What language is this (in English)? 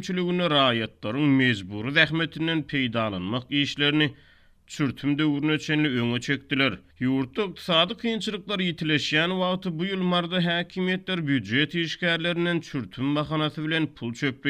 Turkmen